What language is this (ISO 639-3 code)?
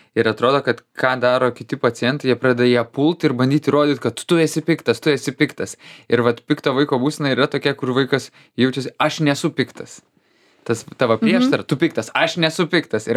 lit